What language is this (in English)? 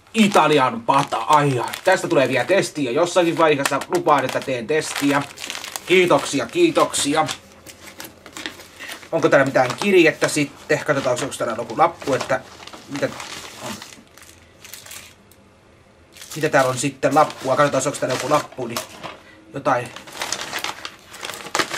Finnish